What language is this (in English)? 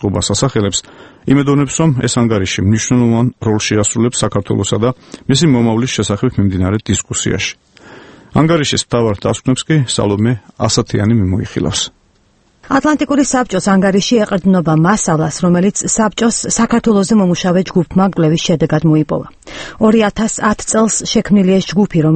Georgian